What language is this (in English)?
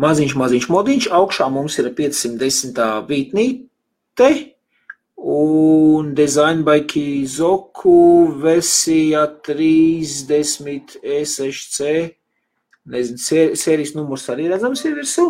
Latvian